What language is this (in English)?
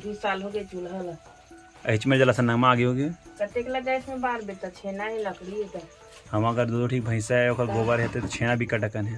Chhattisgarhi